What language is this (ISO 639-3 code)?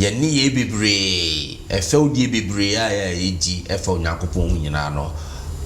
aka